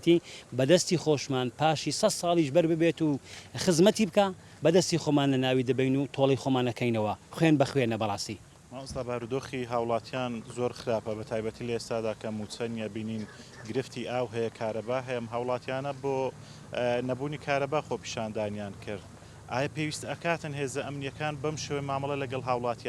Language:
Central Kurdish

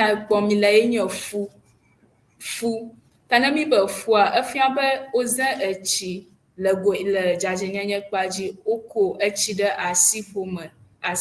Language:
Ewe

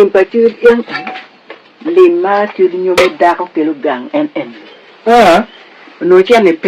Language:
Acoli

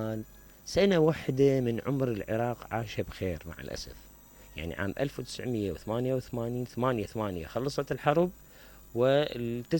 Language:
Mesopotamian Arabic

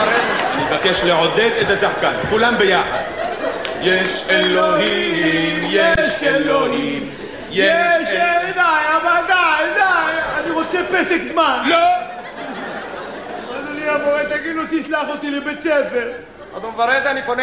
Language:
Hebrew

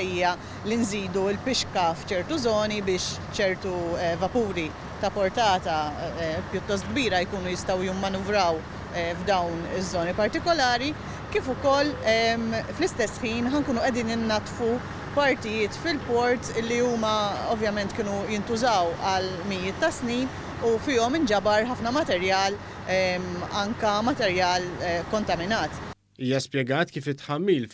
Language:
Maltese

